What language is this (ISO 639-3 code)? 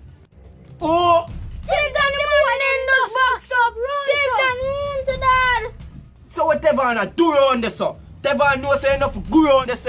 jam